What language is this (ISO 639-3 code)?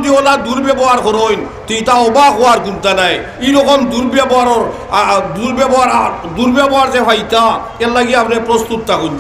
syl